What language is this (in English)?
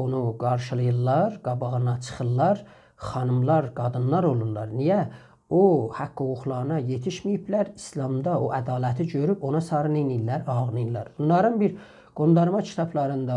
South Azerbaijani